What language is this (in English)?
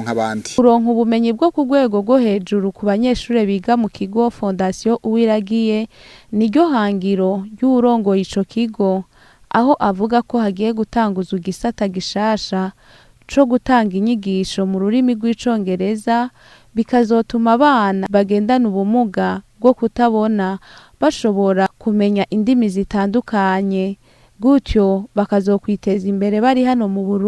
Rundi